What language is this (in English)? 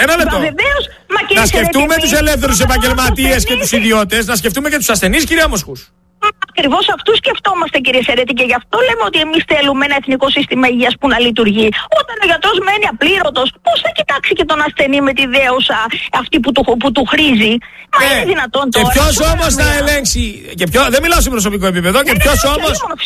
Greek